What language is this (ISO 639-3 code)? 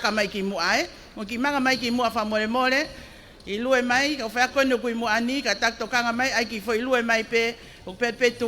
ton